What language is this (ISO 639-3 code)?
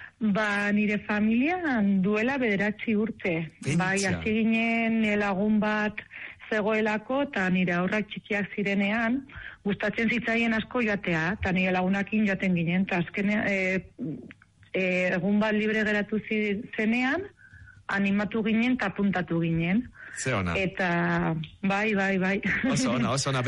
eus